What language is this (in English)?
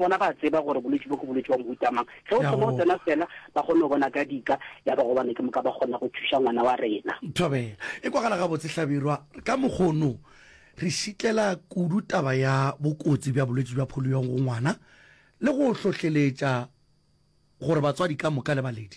Northern Sotho